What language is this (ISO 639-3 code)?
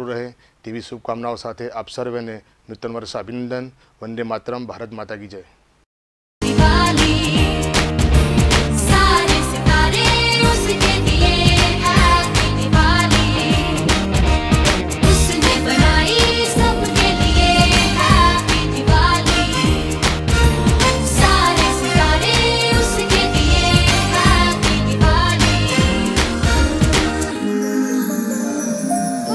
guj